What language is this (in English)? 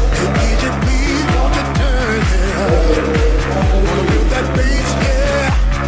English